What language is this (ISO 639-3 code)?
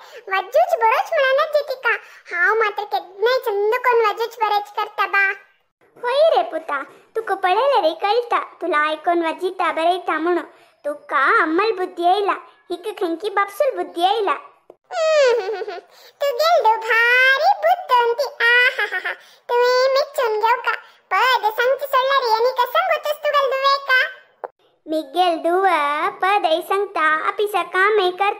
kok